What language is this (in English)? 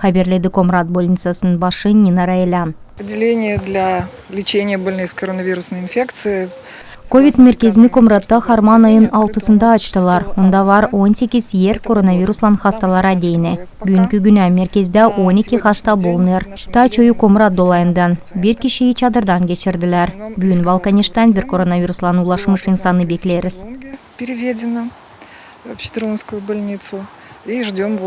Gagauz